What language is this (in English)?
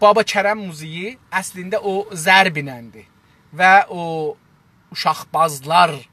South Azerbaijani